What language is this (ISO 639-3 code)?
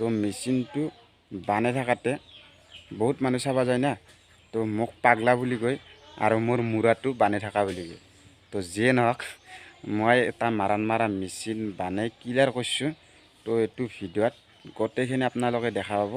asm